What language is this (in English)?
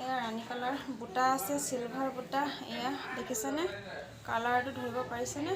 Assamese